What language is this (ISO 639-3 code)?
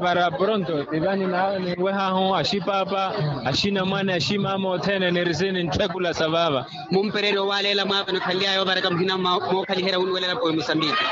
vmw